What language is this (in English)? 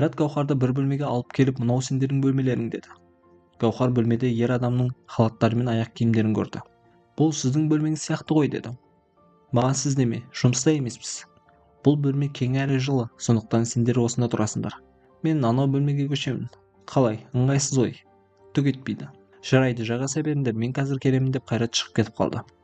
Kazakh